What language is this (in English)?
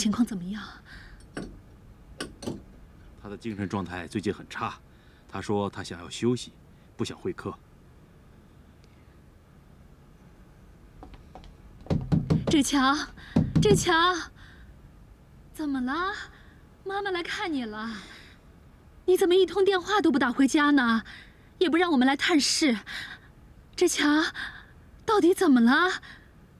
Chinese